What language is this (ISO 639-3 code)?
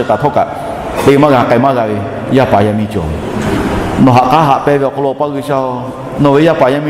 lhu